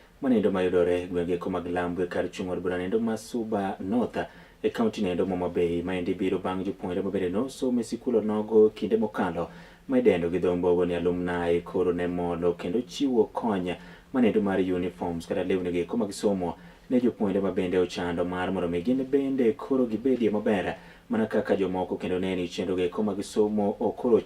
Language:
Luo (Kenya and Tanzania)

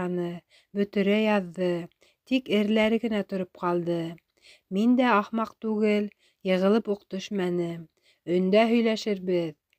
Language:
Bashkir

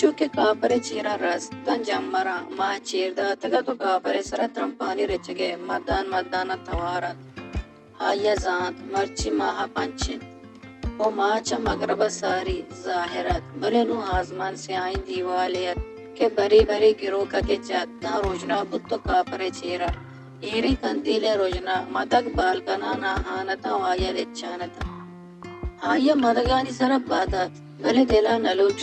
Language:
Baluchi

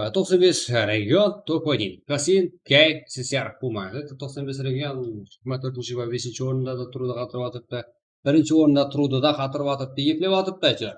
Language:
Kara-Kalpak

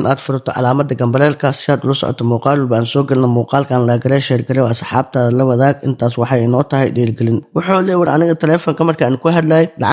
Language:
Somali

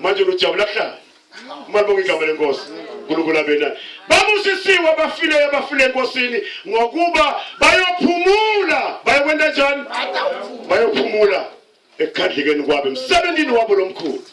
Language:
Zulu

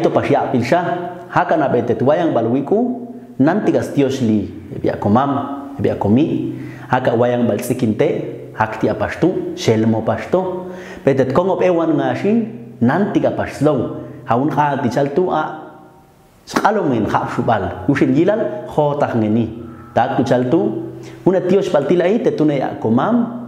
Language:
Popti'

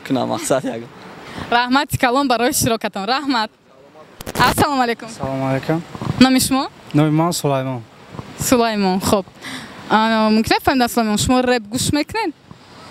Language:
Tajik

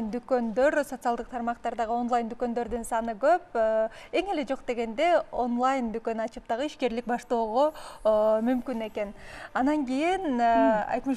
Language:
Kyrgyz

